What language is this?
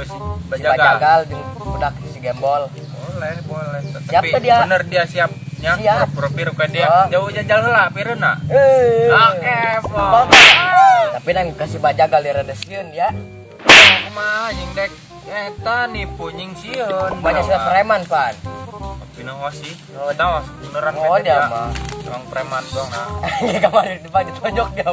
Sundanese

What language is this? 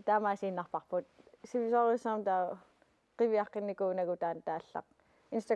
Kalaallisut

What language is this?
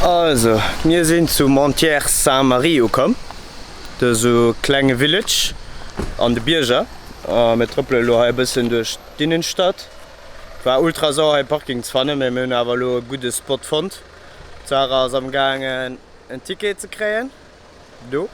Luxembourgish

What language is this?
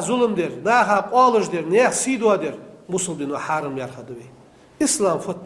Ingush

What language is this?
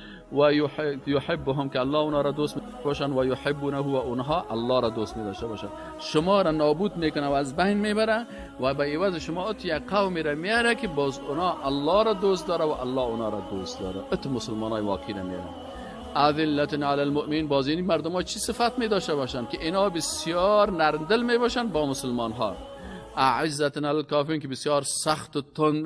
Persian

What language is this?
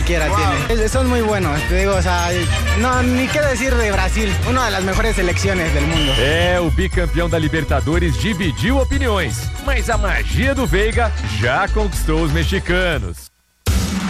Portuguese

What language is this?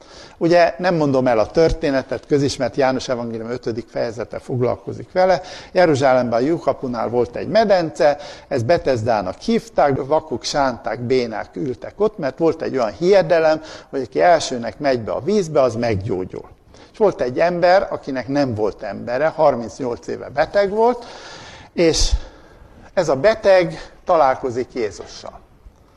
Hungarian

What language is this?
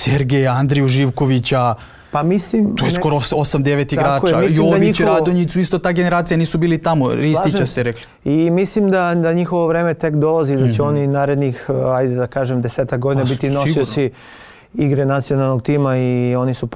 Serbian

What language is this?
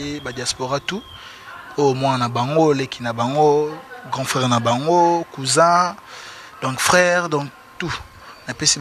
Lingala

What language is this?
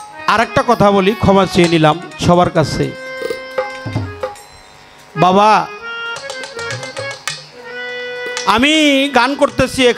Bangla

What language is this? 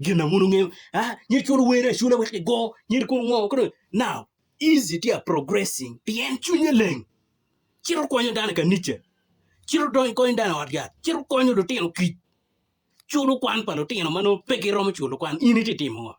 Acoli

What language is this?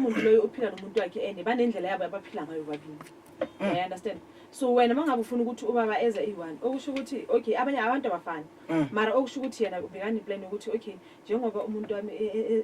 Zulu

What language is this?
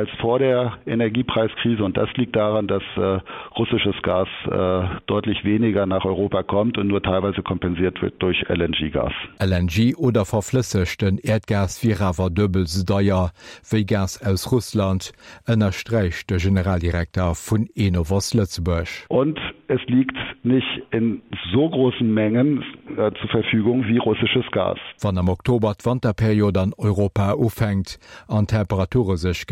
Luxembourgish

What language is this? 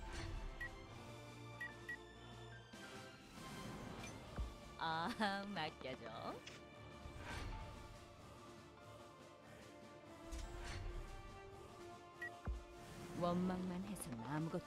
Korean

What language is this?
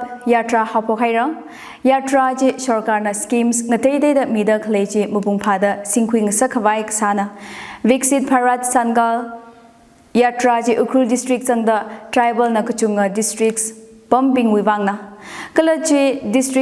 Tangkhul Naga (India)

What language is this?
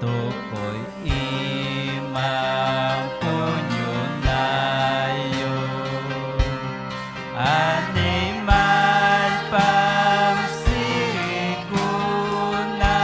Ayacucho Quechua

